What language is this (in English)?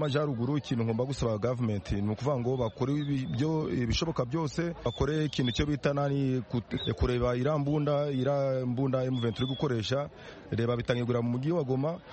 Kinyarwanda